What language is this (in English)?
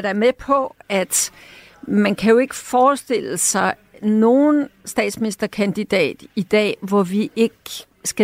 Danish